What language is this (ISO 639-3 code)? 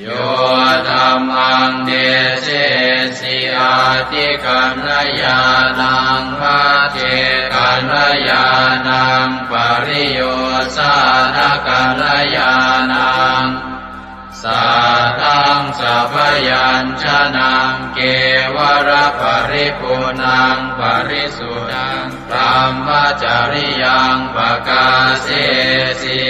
pli